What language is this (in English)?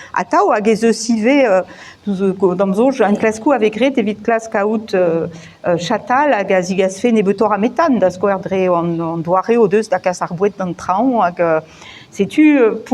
Breton